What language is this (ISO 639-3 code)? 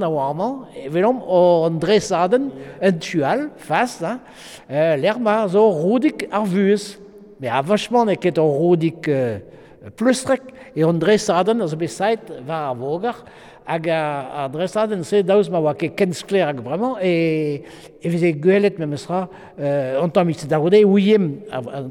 bre